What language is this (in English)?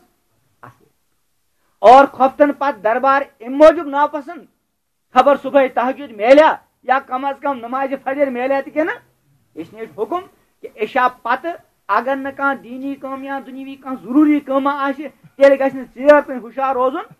Kashmiri